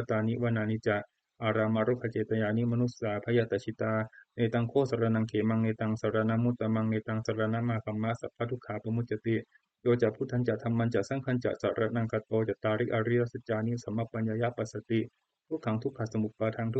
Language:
Pali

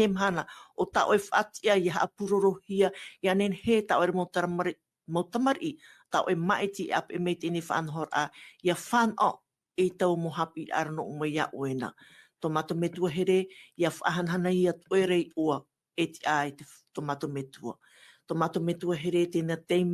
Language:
Tahitian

